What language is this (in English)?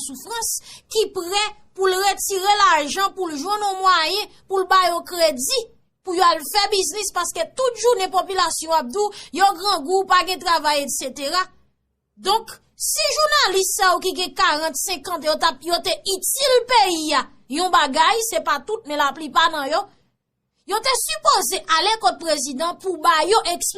Haitian Creole